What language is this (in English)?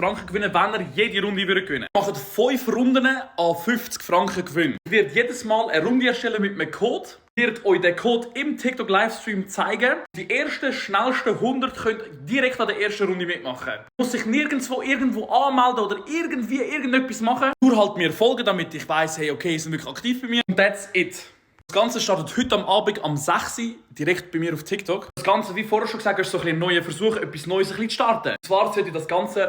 Swiss German